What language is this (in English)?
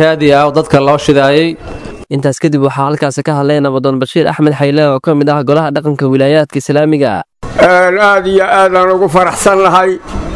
Somali